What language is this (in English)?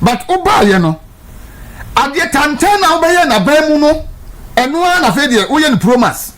Akan